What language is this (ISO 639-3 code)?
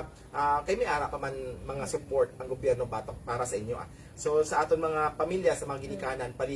hil